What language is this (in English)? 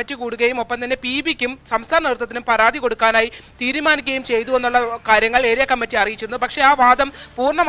Malayalam